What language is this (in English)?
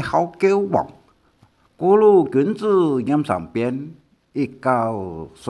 Hakka Chinese